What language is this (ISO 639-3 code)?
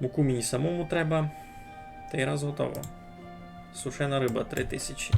rue